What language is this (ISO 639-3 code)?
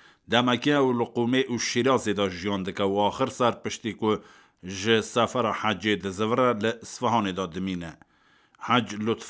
kur